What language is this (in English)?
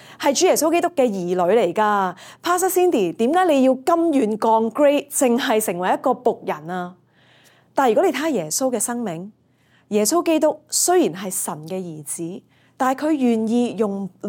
Cantonese